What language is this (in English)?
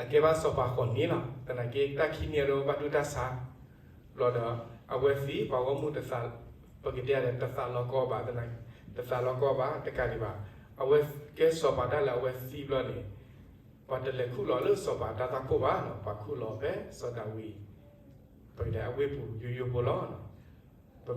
S'gaw Karen